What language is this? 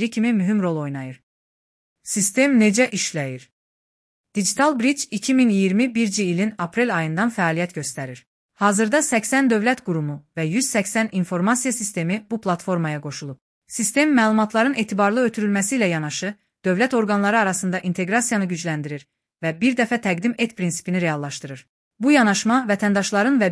Azerbaijani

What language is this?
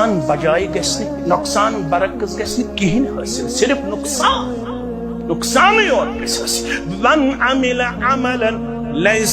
Kashmiri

